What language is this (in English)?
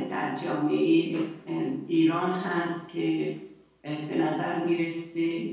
Persian